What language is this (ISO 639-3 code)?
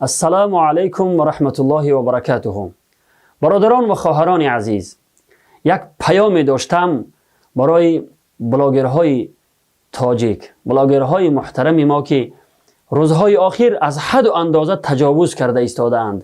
tgk